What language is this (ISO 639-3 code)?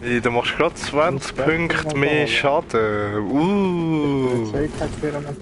gsw